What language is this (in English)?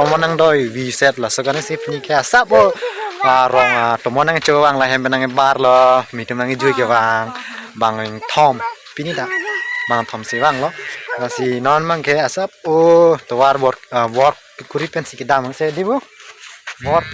Karbi